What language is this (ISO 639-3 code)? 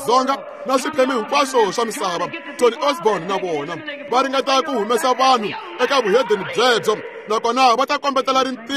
tso